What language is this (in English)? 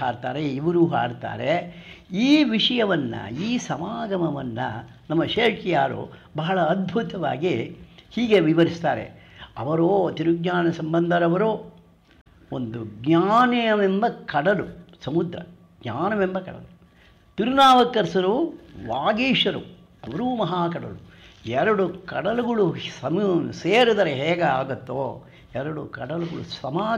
Kannada